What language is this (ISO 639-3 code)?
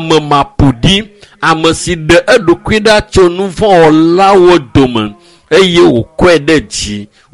ewe